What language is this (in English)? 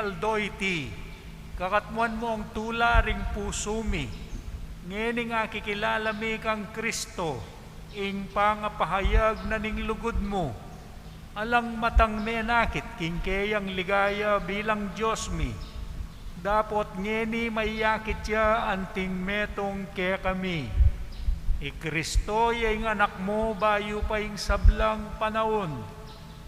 Pampanga